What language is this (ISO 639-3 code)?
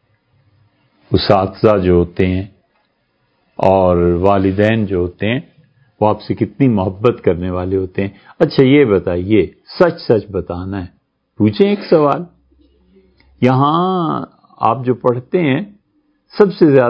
urd